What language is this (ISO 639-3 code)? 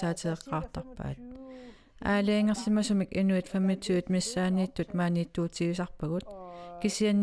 kal